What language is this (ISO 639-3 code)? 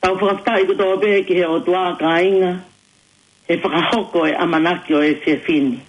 ton